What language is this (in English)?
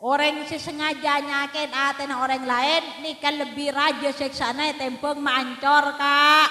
Madurese